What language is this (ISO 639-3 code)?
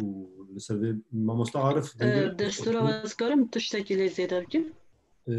kur